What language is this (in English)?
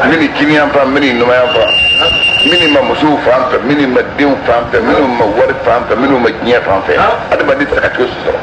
Bambara